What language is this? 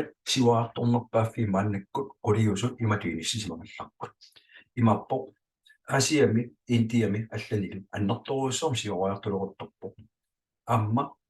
Kalaallisut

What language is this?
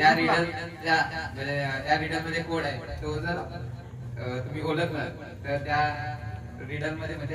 Marathi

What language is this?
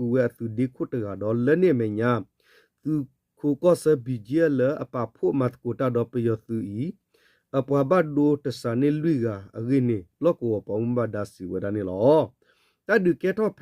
S'gaw Karen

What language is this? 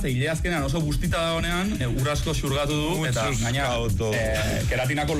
Basque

